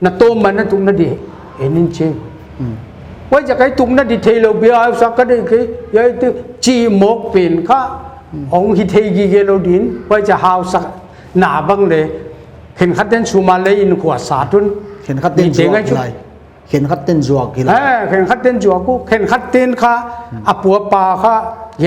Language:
Paite Chin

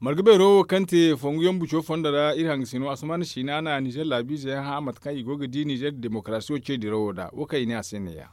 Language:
Zarma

